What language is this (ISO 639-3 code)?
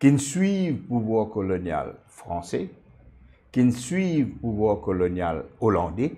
mfe